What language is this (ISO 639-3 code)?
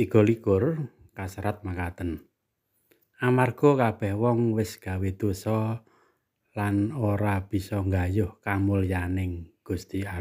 jav